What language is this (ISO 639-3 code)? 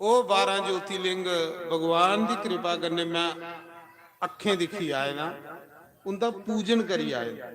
doi